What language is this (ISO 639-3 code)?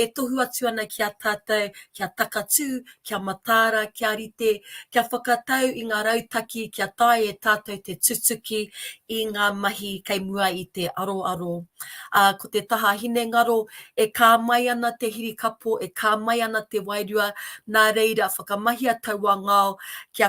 mri